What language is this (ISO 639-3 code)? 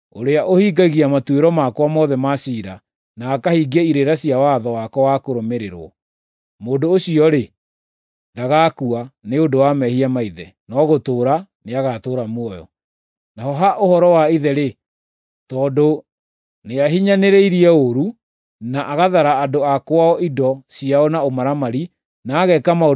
kik